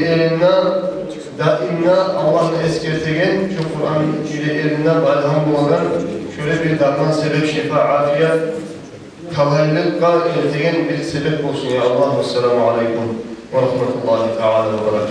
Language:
Kumyk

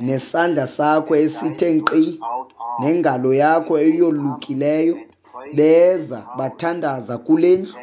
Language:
Xhosa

